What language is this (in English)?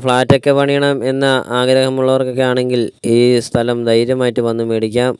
Malayalam